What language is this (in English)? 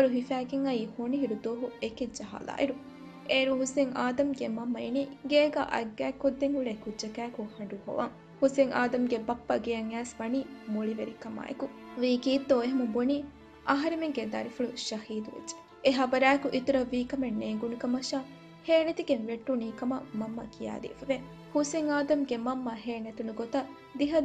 Divehi